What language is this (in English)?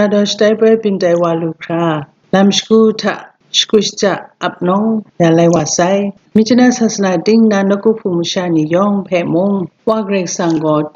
Kachin